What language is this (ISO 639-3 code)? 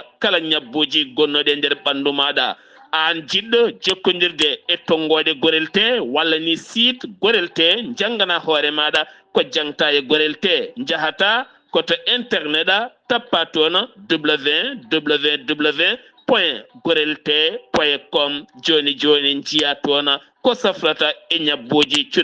ful